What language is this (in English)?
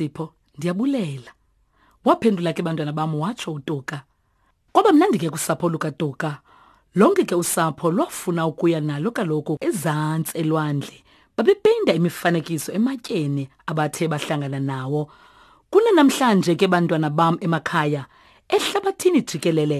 Xhosa